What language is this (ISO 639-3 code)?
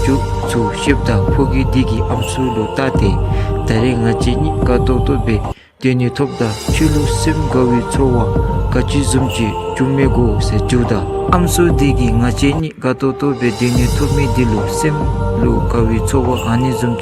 dzo